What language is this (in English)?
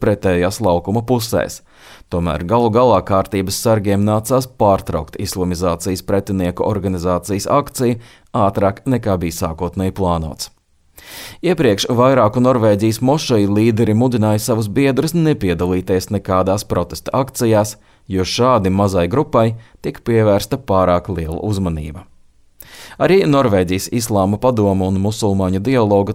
Latvian